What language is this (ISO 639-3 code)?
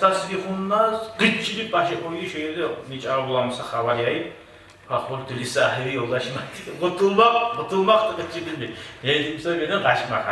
kum